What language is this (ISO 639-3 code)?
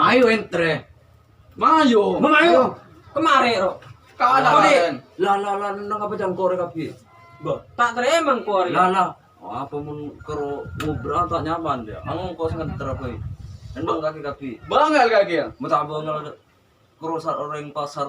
mad